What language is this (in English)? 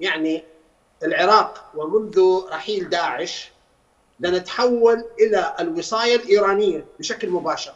Mesopotamian Arabic